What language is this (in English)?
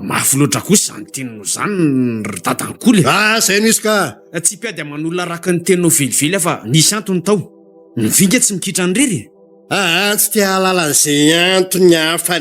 Malagasy